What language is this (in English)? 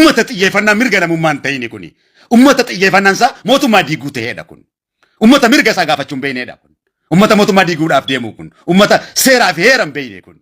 Oromo